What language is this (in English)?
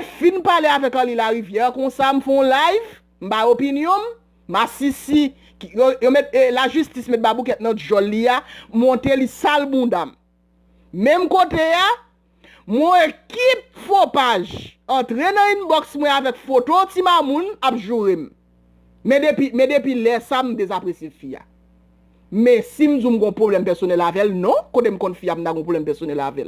Haitian Creole